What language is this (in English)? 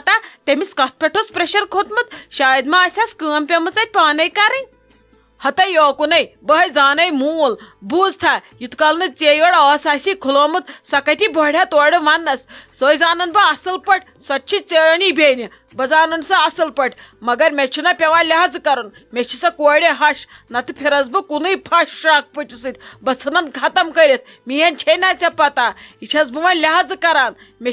Kashmiri